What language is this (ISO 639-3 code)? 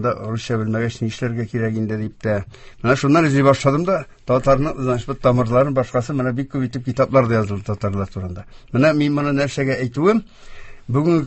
tat